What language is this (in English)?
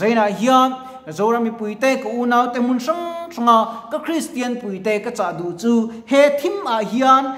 Mizo